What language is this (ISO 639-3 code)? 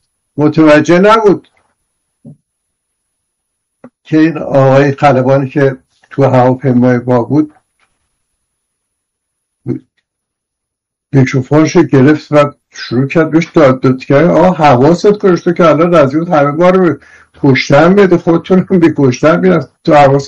fas